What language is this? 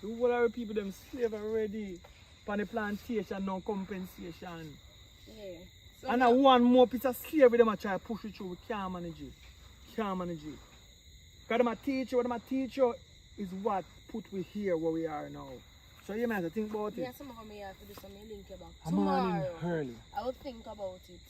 Jamaican Creole English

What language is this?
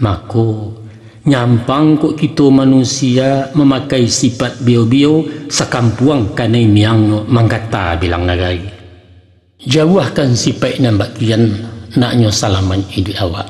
Minangkabau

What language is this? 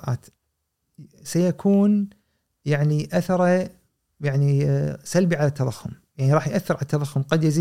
Gulf Arabic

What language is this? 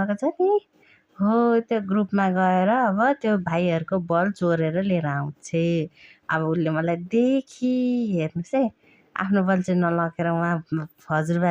Nepali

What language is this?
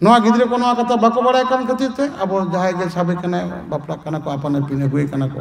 Santali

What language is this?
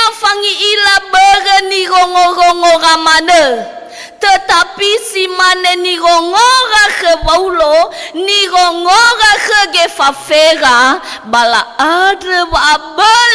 Nias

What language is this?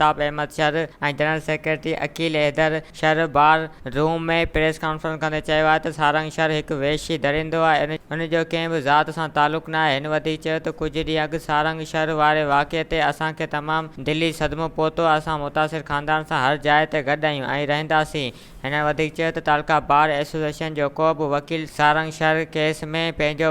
Sindhi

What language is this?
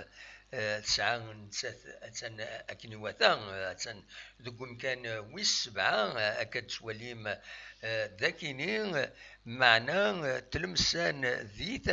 Kabyle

